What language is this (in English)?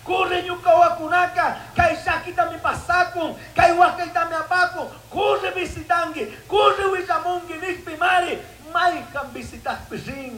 Chimborazo Highland Quichua